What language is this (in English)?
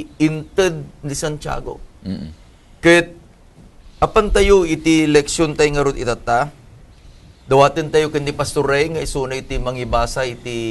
Iloko